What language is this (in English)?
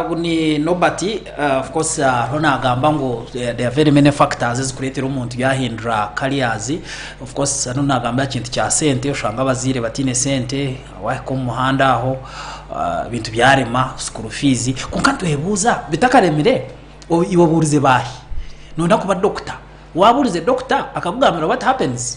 Nyankole